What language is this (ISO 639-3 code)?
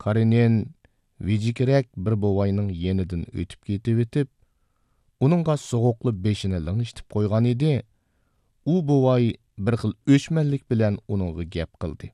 uig